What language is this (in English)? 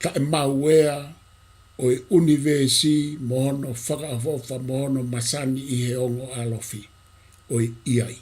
Tongan